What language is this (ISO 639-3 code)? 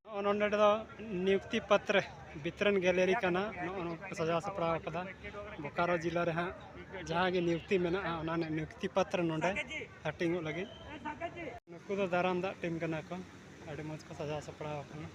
sat